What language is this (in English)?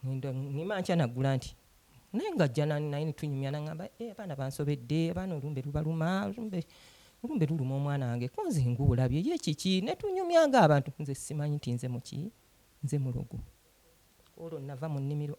Ganda